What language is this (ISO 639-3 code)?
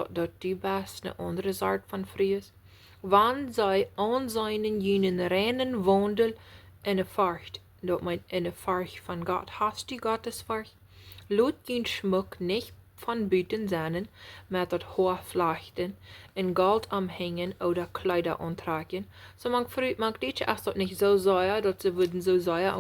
pdt